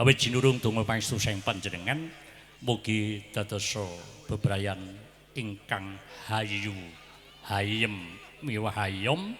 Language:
Javanese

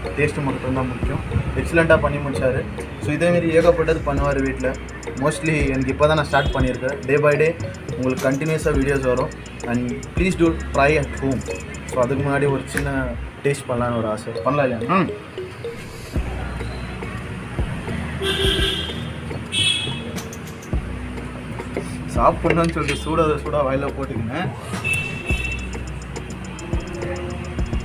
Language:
Tamil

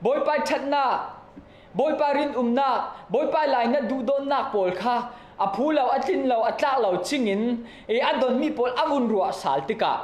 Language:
Falam Chin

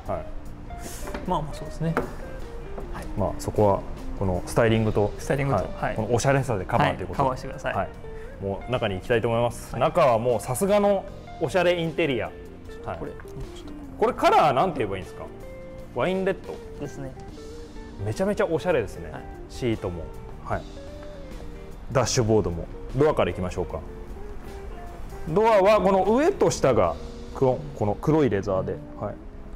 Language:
Japanese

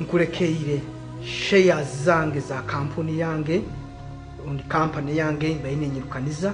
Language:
Nyoro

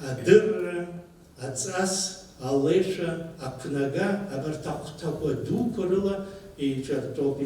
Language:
Abkhazian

